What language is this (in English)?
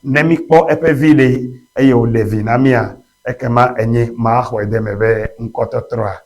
Ewe